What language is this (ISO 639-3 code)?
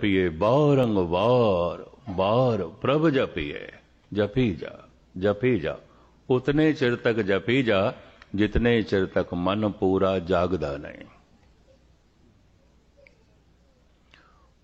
pan